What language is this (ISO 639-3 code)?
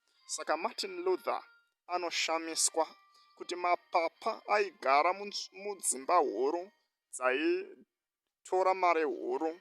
sna